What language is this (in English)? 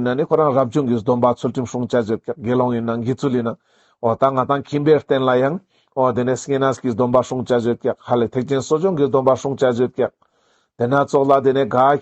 Ladakhi